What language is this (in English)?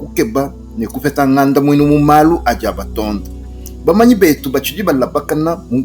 Luba-Lulua